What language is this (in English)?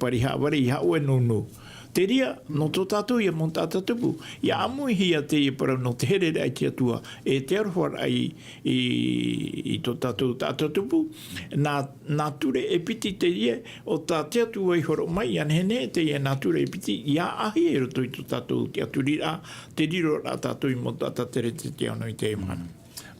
Tahitian